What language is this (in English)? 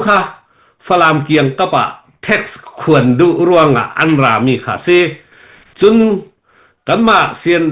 Hakha Chin